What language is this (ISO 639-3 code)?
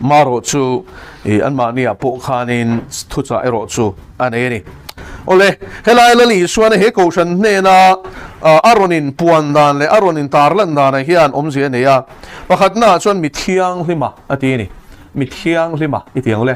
lus